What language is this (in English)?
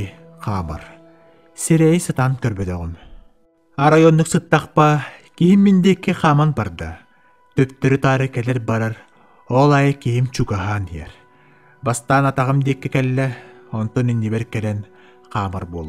Yakut